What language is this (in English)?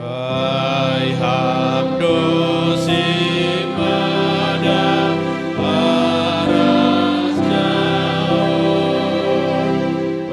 Batak Simalungun